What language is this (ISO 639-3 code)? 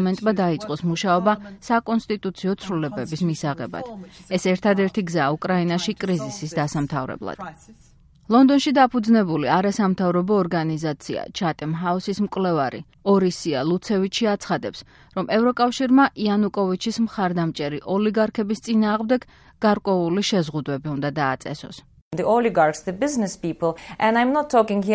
kat